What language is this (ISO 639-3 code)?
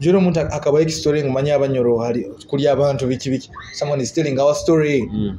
nyo